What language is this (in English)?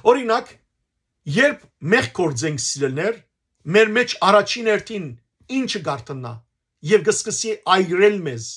Western Armenian